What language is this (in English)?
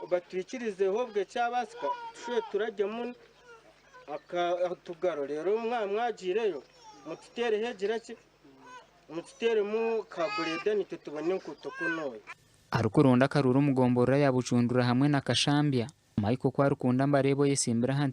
Nyankole